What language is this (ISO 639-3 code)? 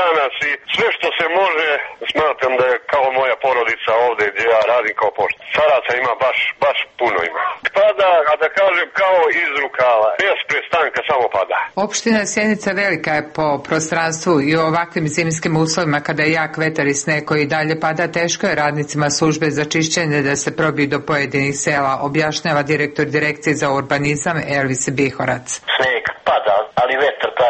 srp